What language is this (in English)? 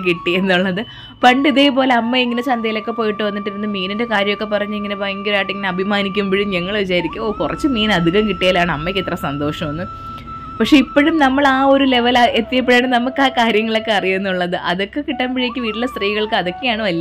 Malayalam